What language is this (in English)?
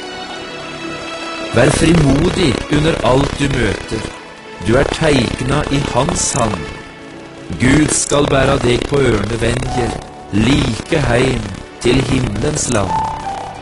Norwegian